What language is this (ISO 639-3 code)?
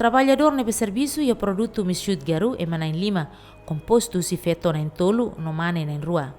tet